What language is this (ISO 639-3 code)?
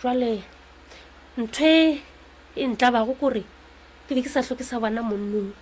nso